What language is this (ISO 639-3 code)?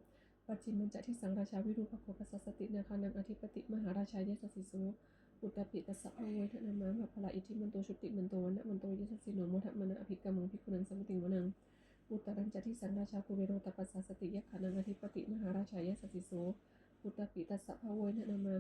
pli